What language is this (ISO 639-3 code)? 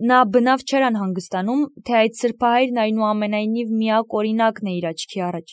hye